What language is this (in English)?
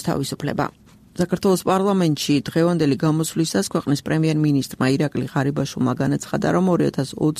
Georgian